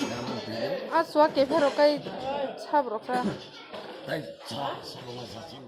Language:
Kok Borok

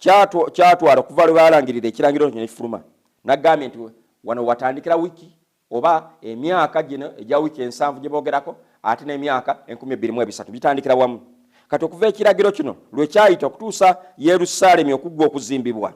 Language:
Ganda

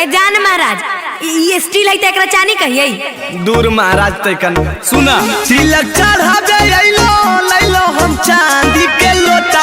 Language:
Magahi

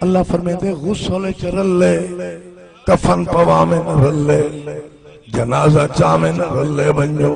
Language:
Saraiki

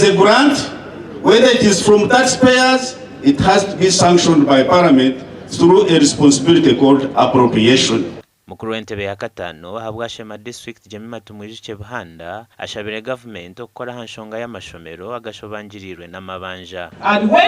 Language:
Nyankole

